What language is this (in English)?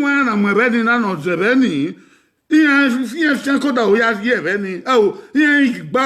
Bini